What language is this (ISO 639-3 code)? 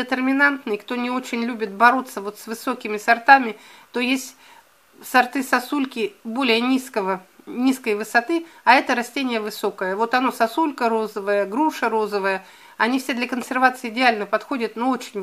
rus